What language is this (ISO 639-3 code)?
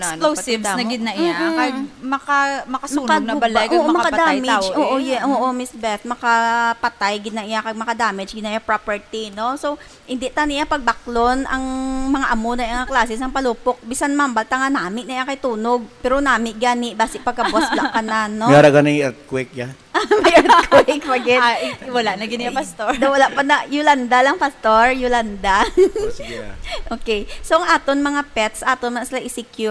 hil